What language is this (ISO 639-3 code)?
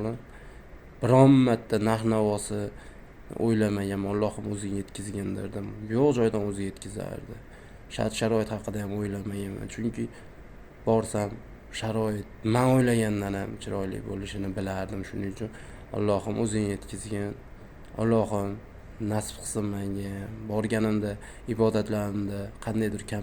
uzb